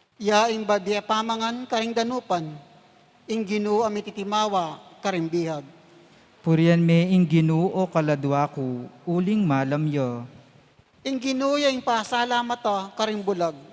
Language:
Pampanga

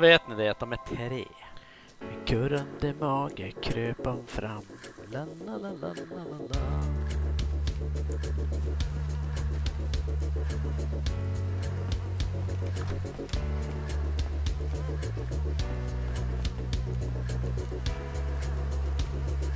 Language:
Swedish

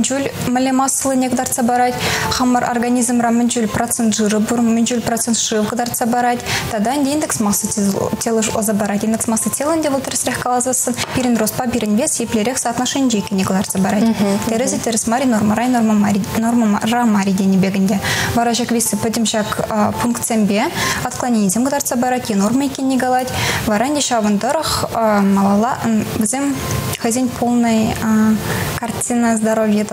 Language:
Chuvash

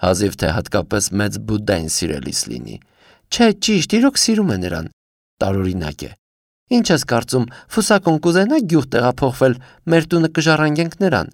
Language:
Armenian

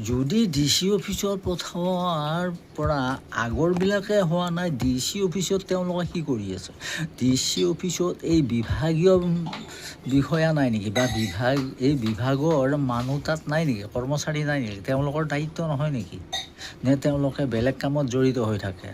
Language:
Assamese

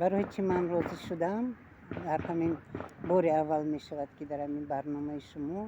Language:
Tajik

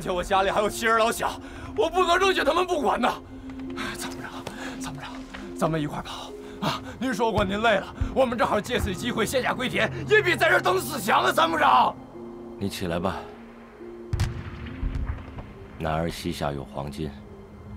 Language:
Chinese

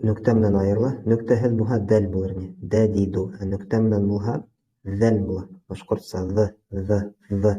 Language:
Bashkir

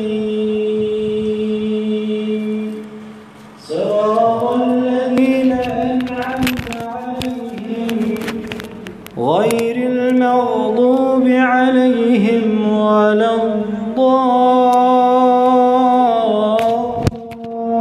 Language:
Arabic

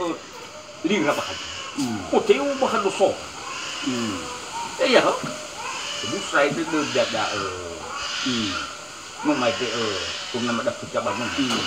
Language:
Nias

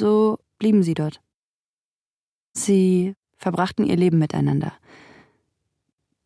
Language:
German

